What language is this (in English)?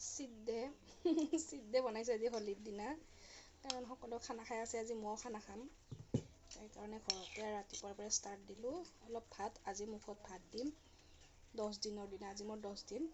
Assamese